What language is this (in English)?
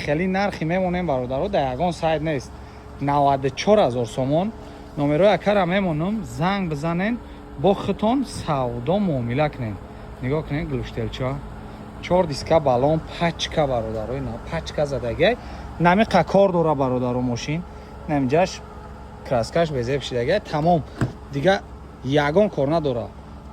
Tajik